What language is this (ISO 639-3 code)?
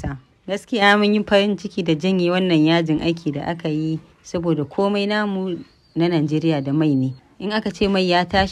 hau